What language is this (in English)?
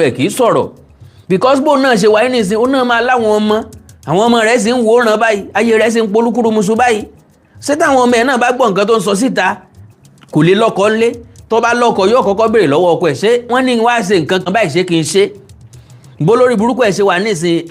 Yoruba